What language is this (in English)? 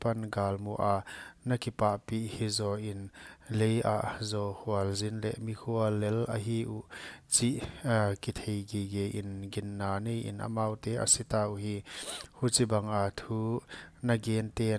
Paite Chin